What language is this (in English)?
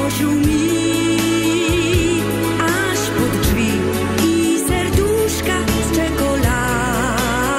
Silesian